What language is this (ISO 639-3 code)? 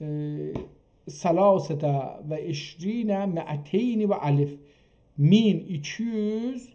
azb